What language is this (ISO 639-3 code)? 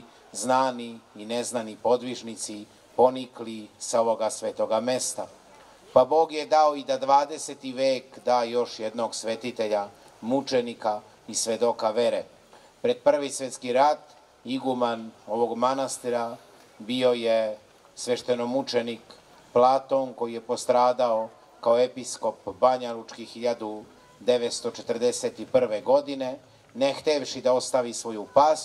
srp